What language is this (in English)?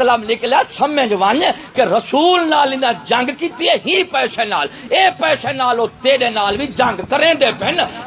Saraiki